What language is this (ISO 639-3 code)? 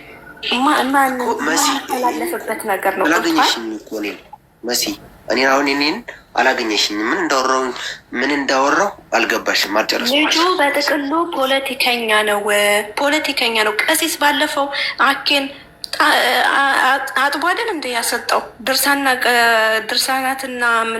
amh